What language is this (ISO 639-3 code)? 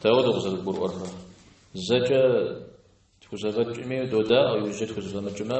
kbd